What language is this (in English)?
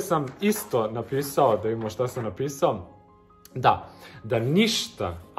Serbian